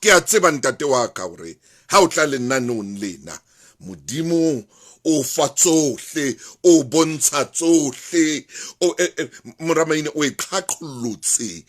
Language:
Southern Sotho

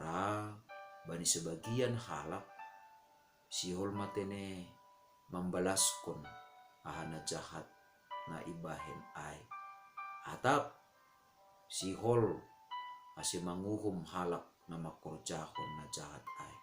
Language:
Batak Simalungun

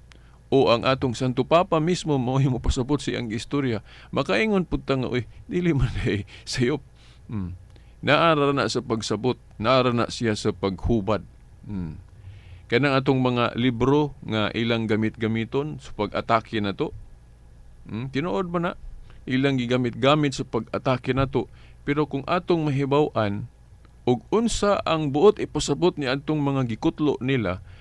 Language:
Cebuano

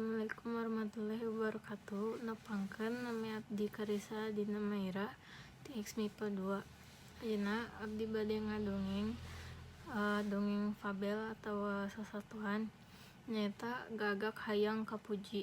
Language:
Sundanese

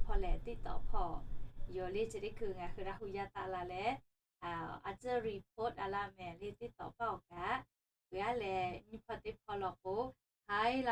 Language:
Lahu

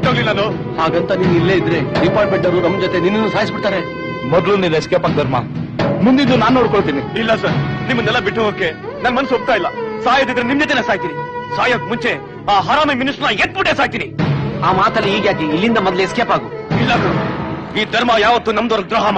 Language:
Kannada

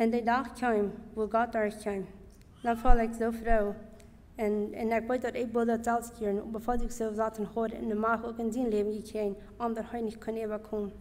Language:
Plautdietsch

